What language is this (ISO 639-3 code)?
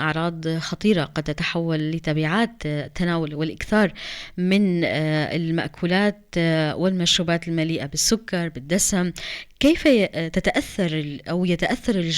apc